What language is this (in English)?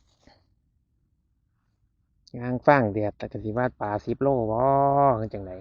Lao